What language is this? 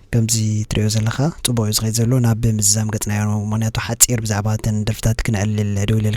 Tigrinya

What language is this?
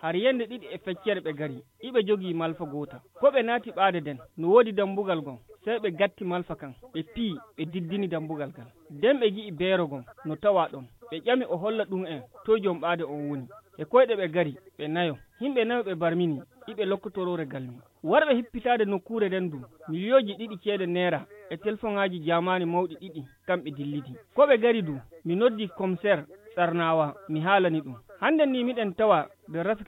Fula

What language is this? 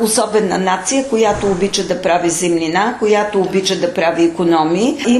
Bulgarian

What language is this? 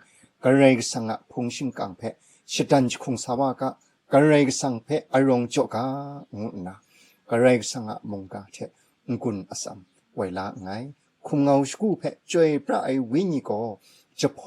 Kachin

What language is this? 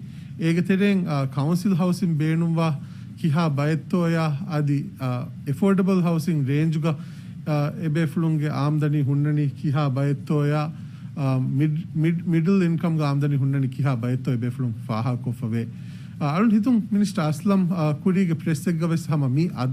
Divehi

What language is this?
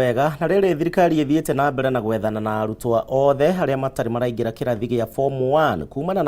Kikuyu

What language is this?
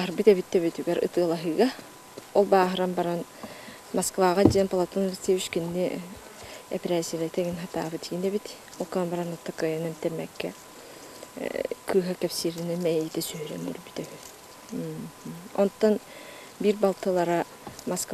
Yakut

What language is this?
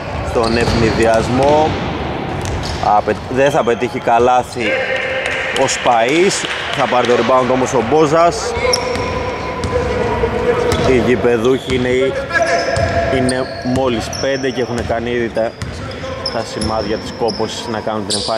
Greek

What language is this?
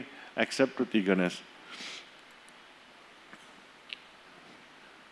English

